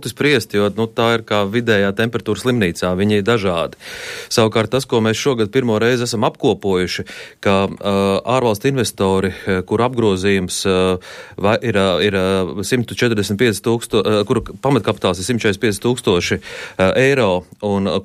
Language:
Latvian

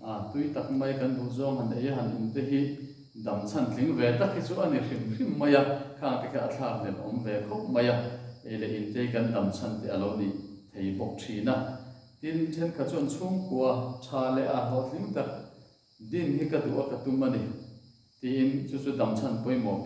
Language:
Mizo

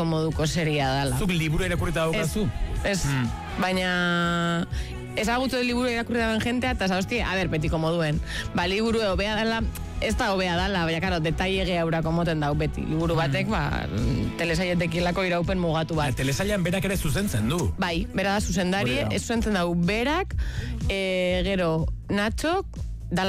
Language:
Basque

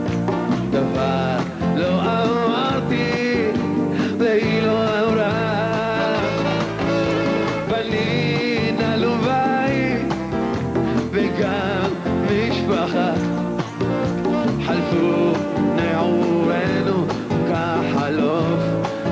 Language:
Hebrew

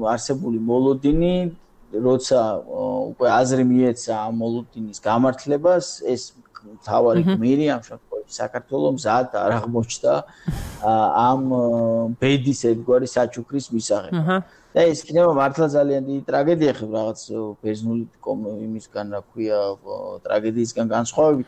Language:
Georgian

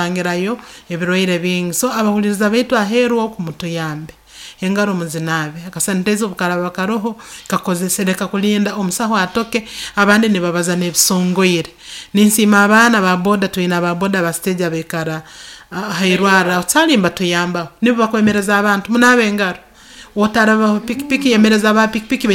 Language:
Nyoro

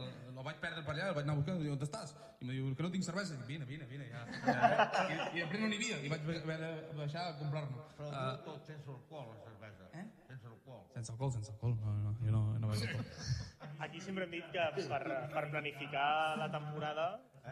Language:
Catalan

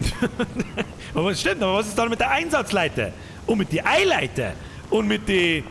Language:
Bavarian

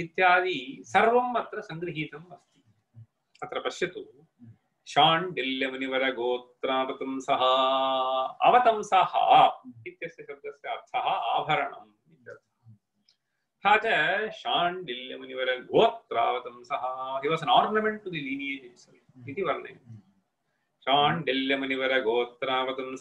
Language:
Sanskrit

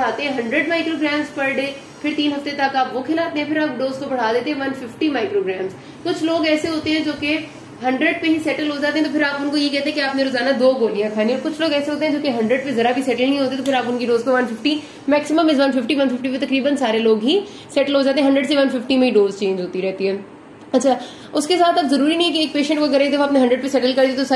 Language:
Hindi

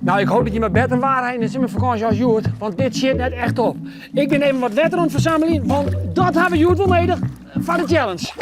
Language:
Western Frisian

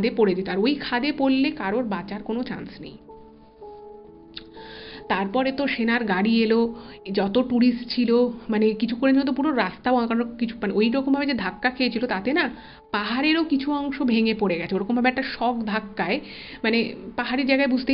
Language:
Bangla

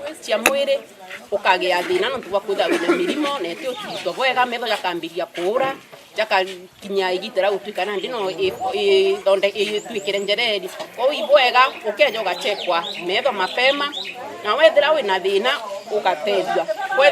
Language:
Meru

